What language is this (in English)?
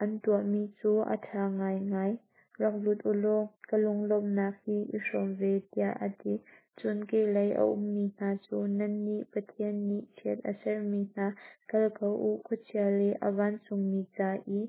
Hakha Chin